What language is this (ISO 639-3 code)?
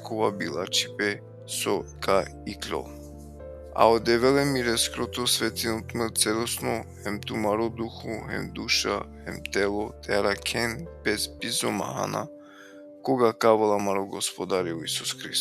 rmn